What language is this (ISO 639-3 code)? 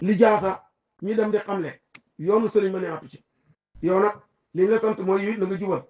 wol